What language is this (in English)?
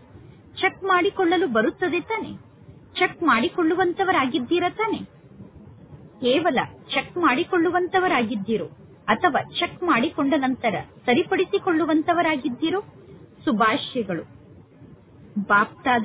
Kannada